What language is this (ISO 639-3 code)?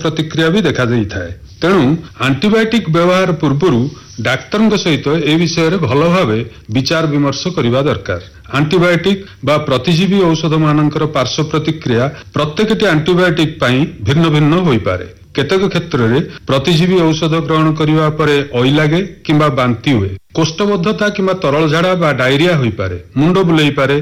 ori